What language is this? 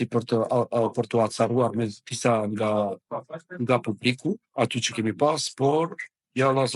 Albanian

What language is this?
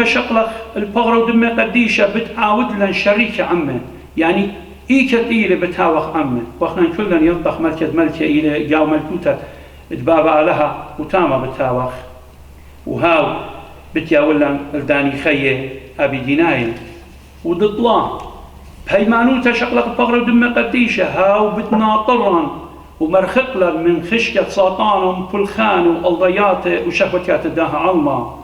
Assyrian Neo-Aramaic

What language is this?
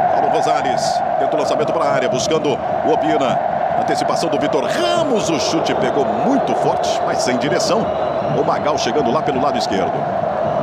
Portuguese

